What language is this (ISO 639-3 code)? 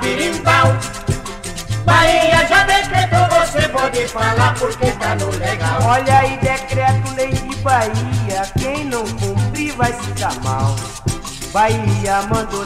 por